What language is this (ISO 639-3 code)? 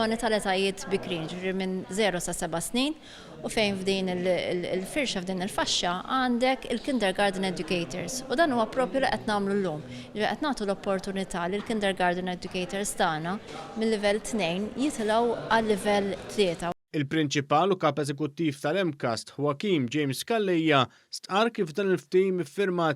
mlt